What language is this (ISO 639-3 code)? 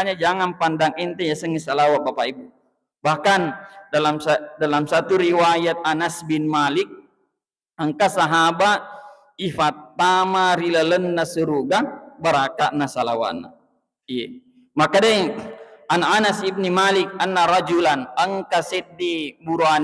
bug